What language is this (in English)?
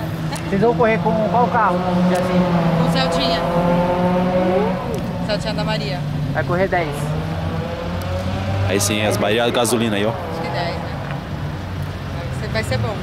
Portuguese